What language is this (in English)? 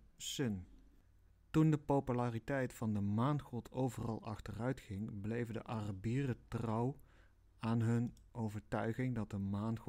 Dutch